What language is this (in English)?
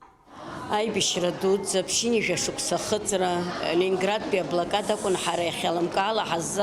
Abkhazian